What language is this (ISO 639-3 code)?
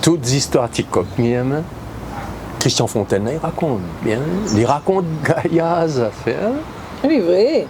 rcf